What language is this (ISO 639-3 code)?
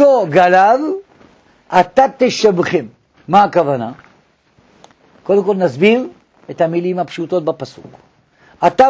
heb